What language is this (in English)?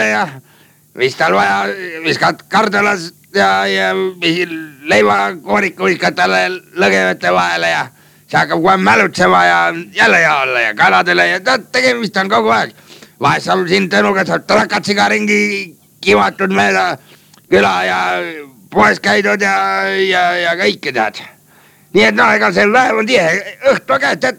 Estonian